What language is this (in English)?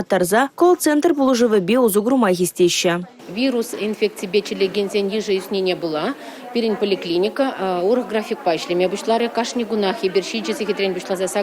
Chuvash